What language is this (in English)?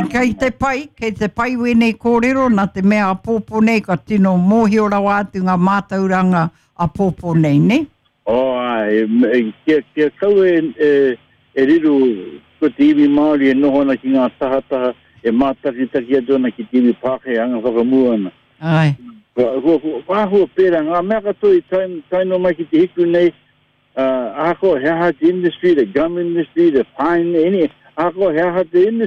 Māori